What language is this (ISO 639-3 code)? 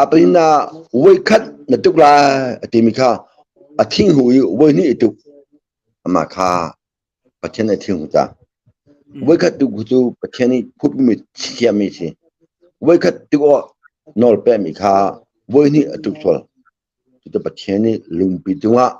cnh